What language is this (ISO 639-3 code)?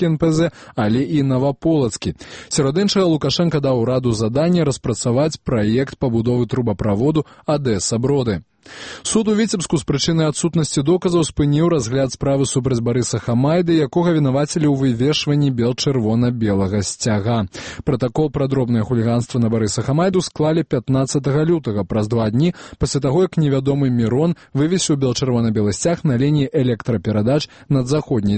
bel